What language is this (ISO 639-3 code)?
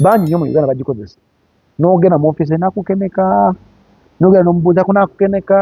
lug